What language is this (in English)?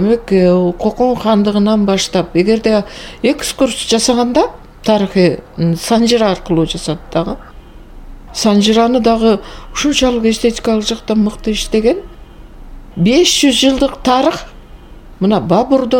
Kyrgyz